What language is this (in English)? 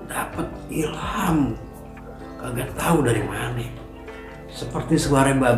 Betawi